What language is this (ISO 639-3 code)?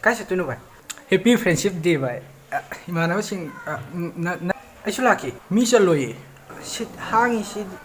mni